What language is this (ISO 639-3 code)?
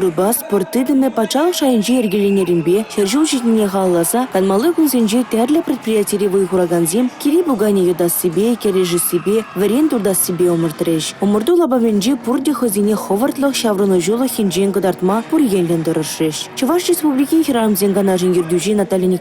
chv